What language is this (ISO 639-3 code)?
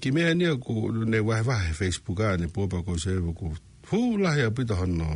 ton